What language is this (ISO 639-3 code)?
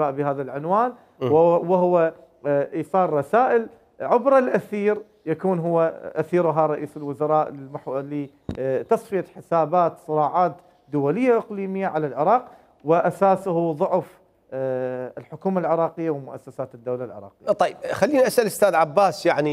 acm